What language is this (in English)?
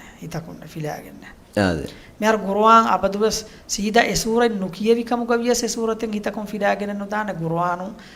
Divehi